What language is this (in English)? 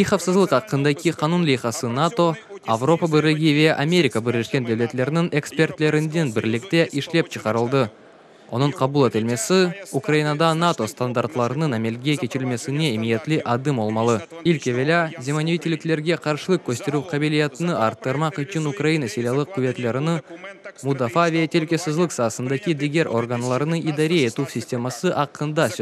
Crimean Tatar